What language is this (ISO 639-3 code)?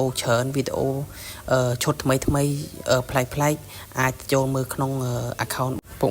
khm